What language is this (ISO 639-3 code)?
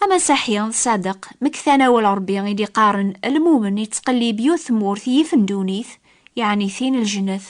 kab